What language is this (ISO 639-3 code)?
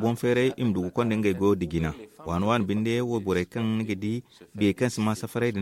dje